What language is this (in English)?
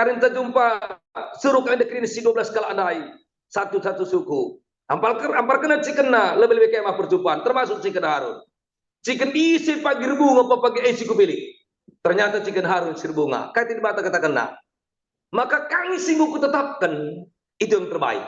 Batak Karo